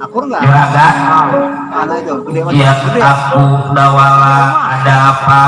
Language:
Betawi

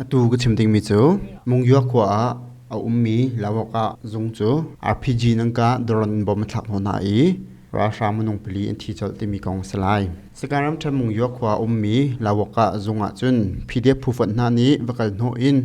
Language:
Hakha Chin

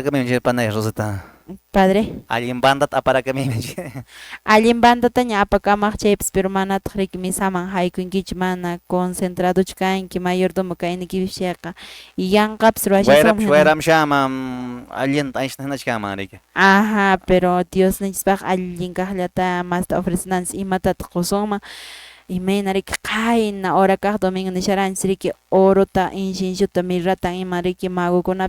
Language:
Quechua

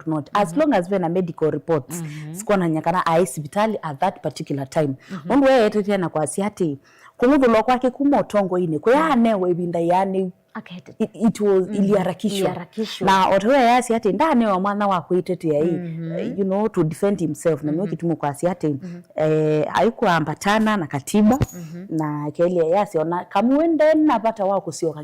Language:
Kamba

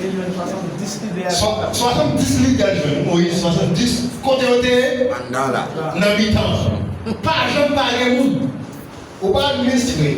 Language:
Haitian Creole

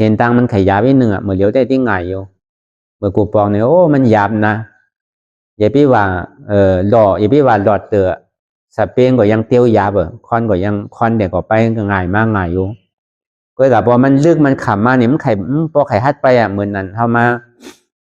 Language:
Shan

